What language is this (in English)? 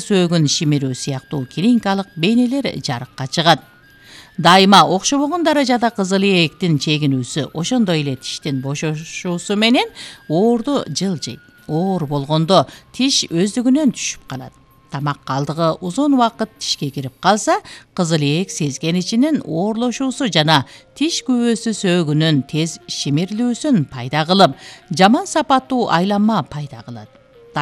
Kyrgyz